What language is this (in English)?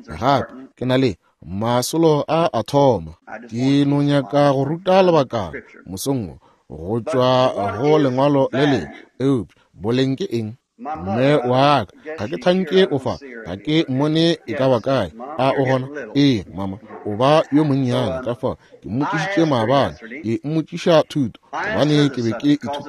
Northern Sotho